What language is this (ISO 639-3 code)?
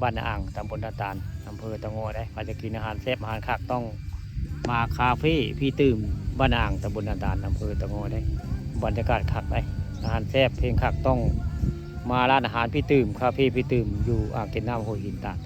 tts